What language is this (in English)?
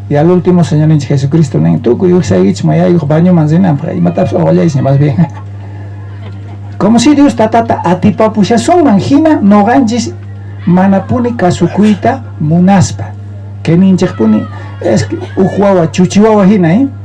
South Bolivian Quechua